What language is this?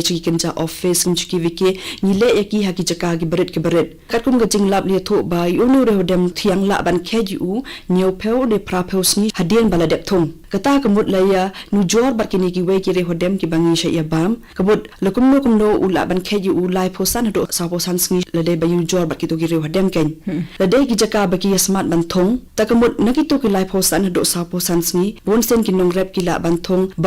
Khasi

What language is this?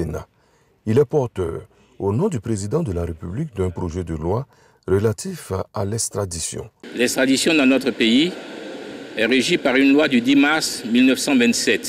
French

